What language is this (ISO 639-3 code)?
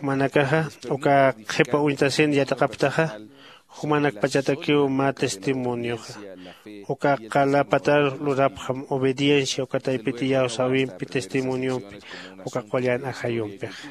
aym